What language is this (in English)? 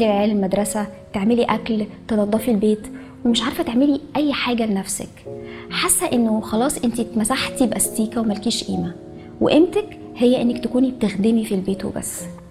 Egyptian Arabic